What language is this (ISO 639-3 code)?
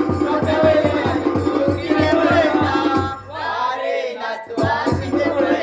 kok